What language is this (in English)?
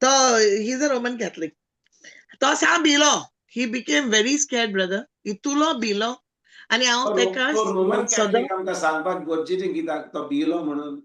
Konkani